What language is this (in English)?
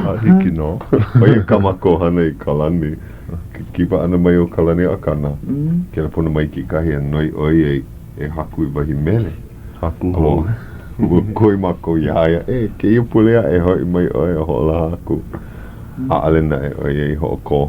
Hawaiian